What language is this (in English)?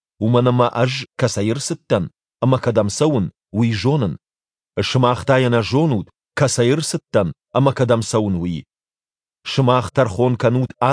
Ossetic